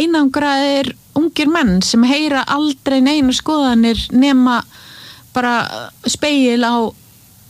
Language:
Icelandic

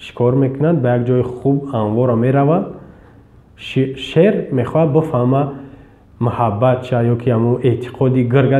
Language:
Tajik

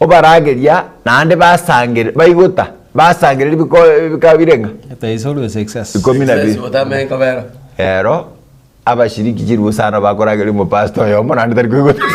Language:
Gusii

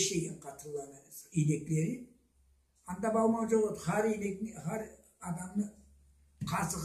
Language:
Karachay-Balkar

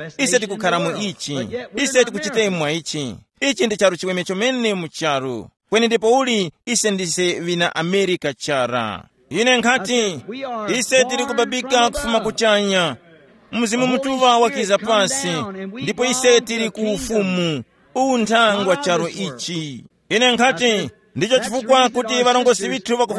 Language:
Tumbuka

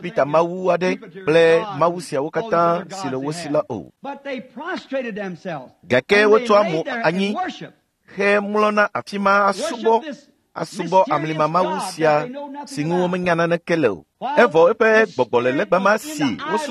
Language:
Ewe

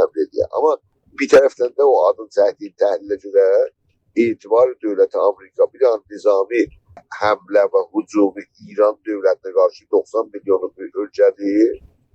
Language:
South Azerbaijani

